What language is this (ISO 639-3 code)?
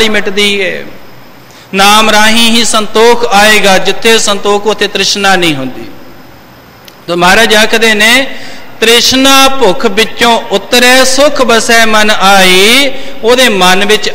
pan